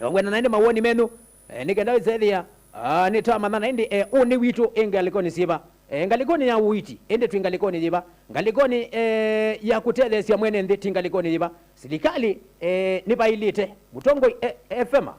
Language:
Kamba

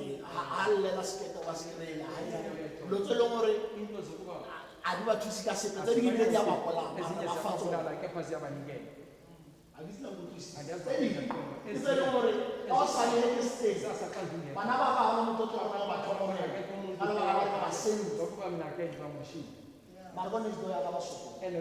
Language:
Tswana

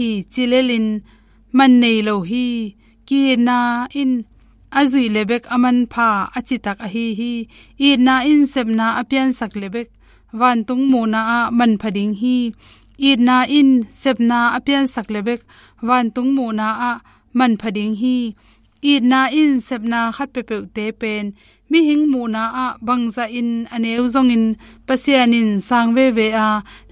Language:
Tedim Chin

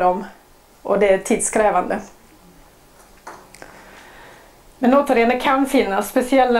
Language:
Swedish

